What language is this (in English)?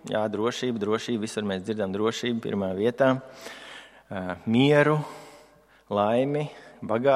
Latvian